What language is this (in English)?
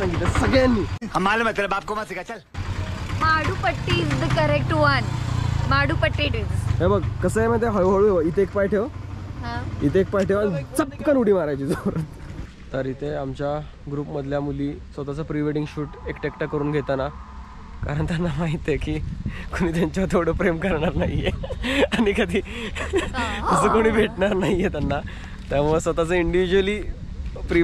Marathi